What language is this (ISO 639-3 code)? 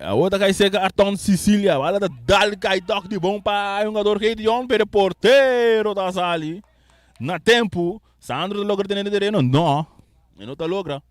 pap